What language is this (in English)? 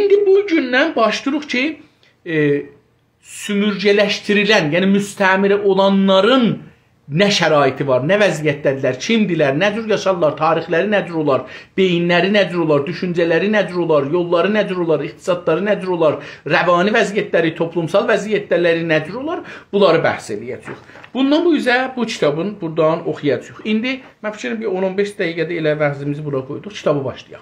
South Azerbaijani